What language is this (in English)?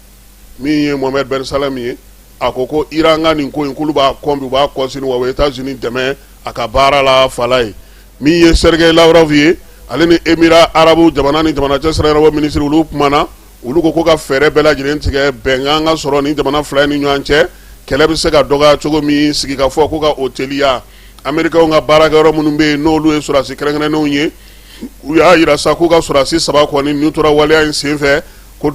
Bambara